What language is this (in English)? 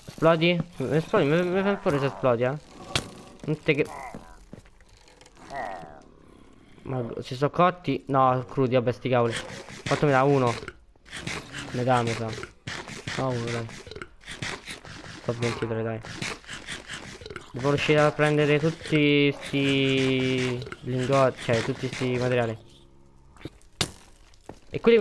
Italian